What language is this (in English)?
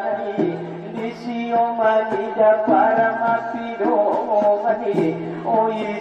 Batak Angkola